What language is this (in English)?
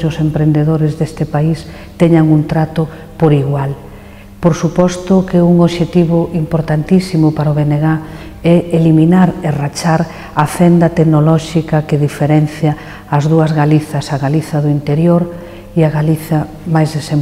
Galician